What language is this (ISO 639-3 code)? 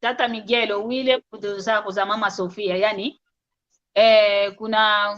kwy